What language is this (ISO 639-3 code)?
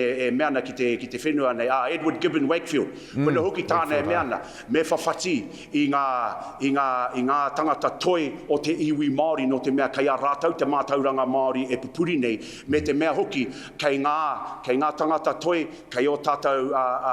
mri